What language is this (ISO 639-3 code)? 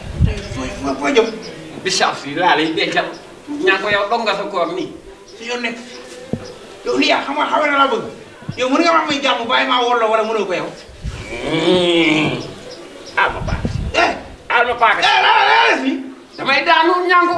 wol